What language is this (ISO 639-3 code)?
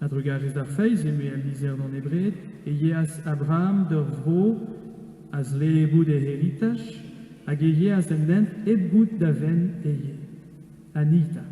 bre